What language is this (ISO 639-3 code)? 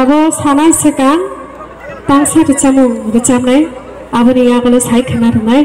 trp